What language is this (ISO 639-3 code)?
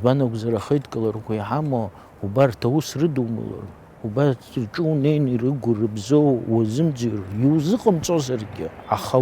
abk